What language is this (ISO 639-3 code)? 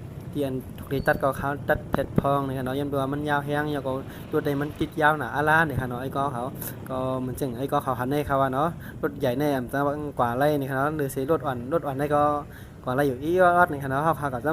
shn